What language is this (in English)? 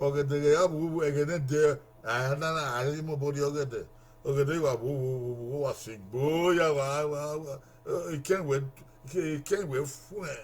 Bini